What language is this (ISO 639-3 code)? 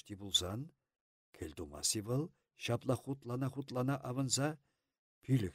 chv